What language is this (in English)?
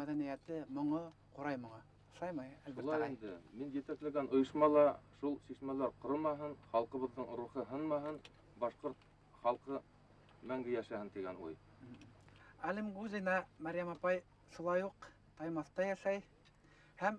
Bashkir